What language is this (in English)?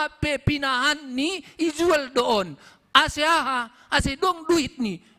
Batak Simalungun